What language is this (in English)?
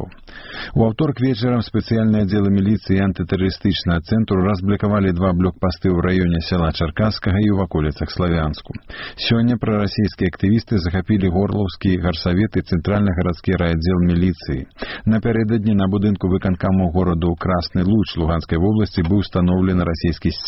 Belarusian